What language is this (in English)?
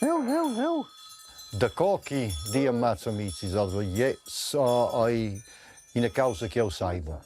Romansh